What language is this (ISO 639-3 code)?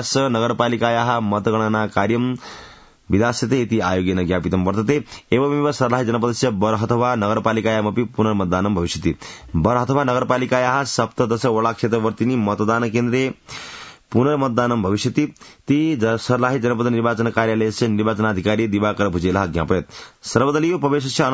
san